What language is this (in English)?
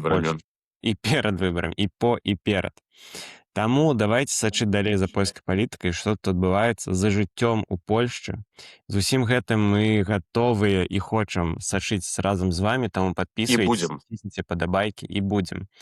Belarusian